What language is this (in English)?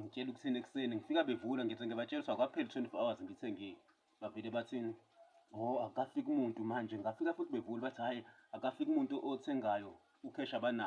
Zulu